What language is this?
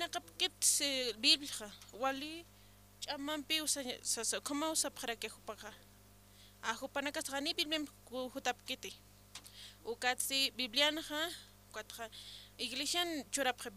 Aymara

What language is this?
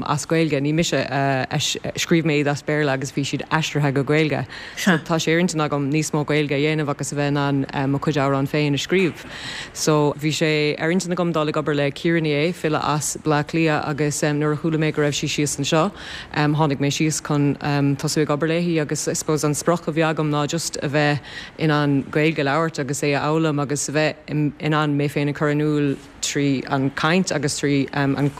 Irish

